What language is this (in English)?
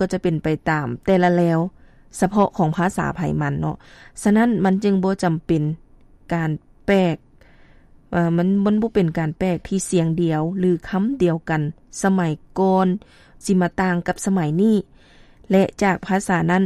Lao